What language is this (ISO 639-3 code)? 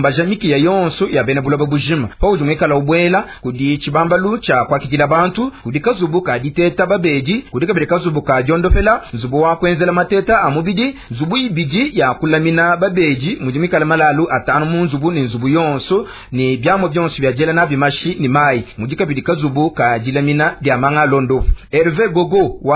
lua